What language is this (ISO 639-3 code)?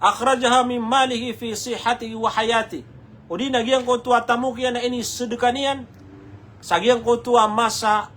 mrw